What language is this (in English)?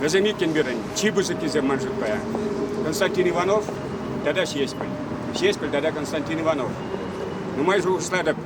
Chuvash